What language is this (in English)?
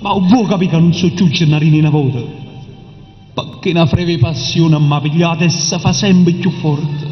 Neapolitan